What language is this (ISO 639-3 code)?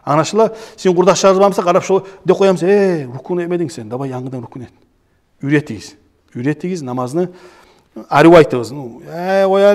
kum